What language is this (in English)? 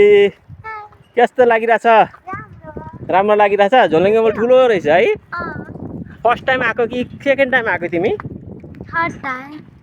Nepali